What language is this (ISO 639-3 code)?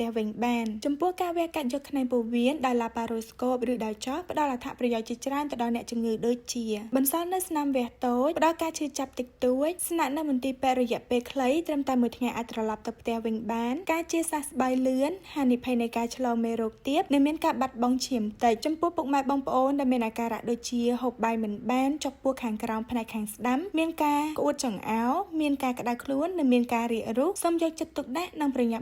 khm